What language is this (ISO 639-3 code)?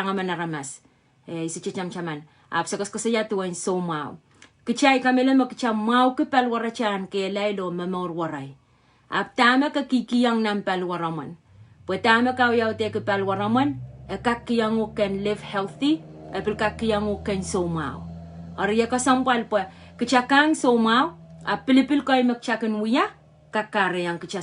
pon